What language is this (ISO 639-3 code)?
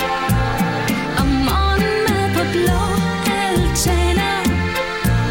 dan